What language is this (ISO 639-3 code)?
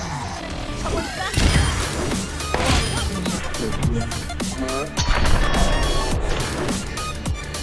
kor